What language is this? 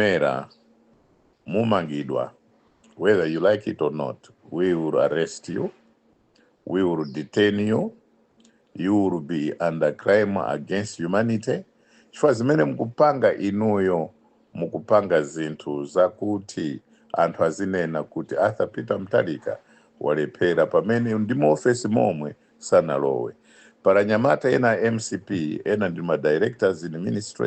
Nyanja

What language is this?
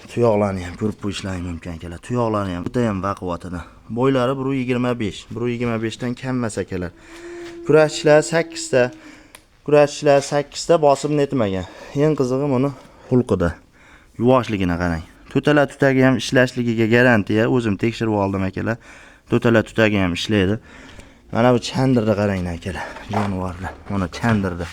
Uzbek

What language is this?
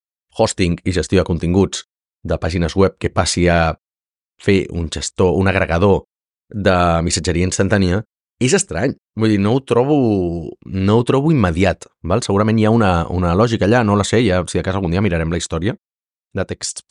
Catalan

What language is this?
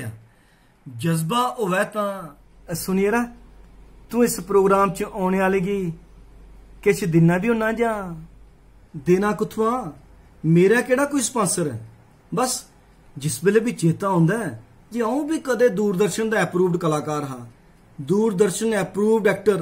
Dogri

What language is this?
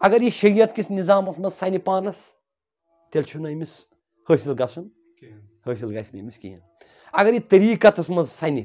Kashmiri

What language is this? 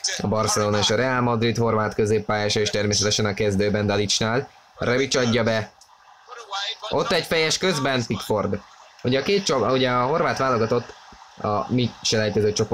Hungarian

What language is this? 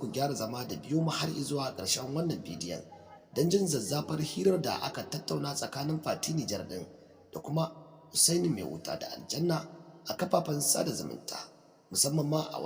Hausa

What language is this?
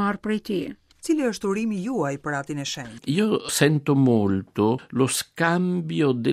Albanian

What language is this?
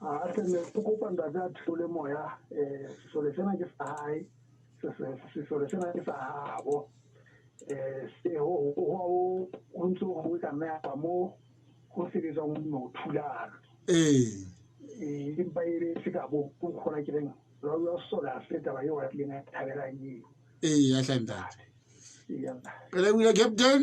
Southern Sotho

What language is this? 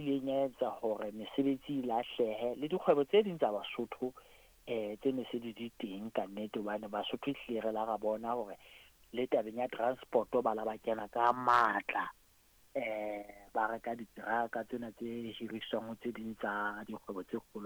Southern Sotho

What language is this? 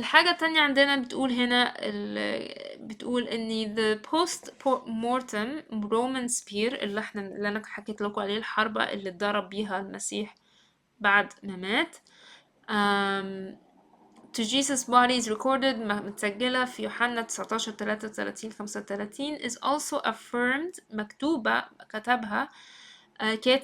Egyptian Arabic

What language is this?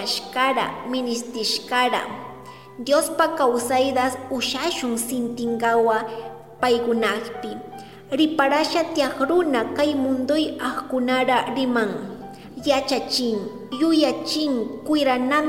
Chimborazo Highland Quichua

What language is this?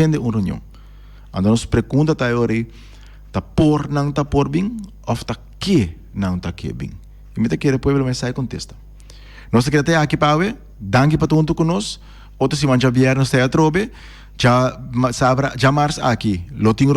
Papiamento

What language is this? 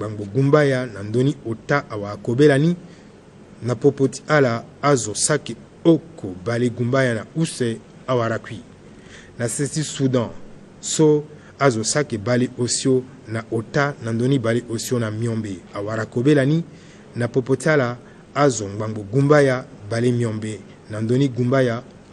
Sango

